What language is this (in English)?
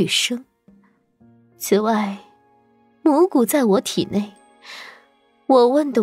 Chinese